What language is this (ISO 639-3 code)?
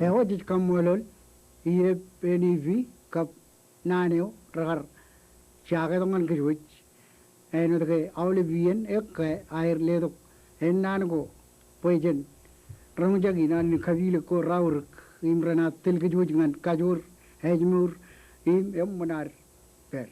mah